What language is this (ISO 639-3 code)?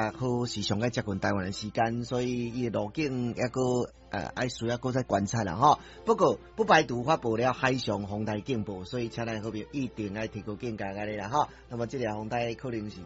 nan